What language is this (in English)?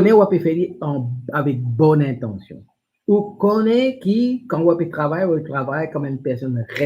Morisyen